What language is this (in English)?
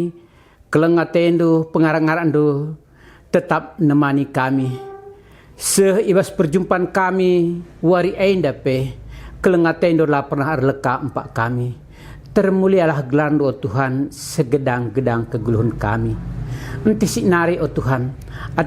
Batak Karo